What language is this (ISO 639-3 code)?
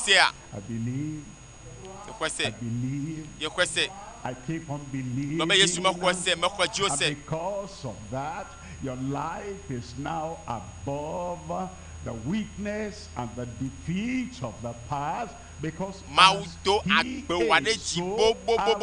ewe